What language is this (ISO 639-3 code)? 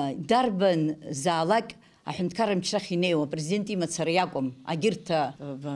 abk